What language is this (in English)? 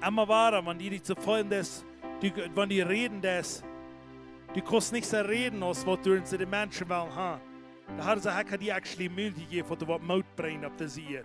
Plautdietsch